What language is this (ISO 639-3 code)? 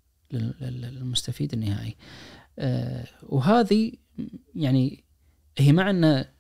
ars